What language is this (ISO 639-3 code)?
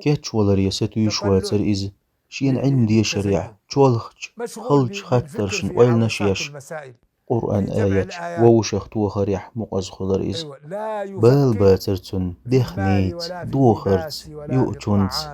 che